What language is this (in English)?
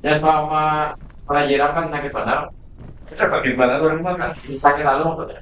Banjar